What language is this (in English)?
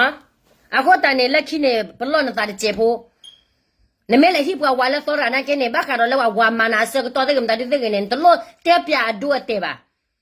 S'gaw Karen